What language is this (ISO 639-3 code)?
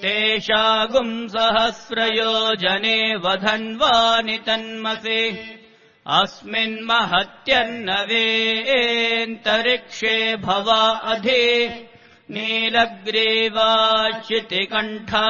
san